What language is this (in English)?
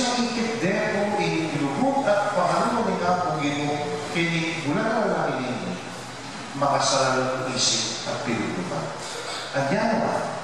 Pampanga